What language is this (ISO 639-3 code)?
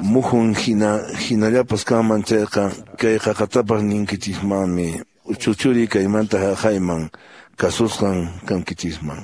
que